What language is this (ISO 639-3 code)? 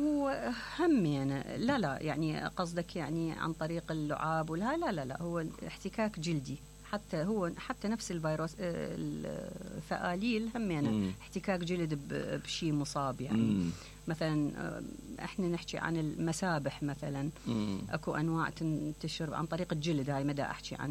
acm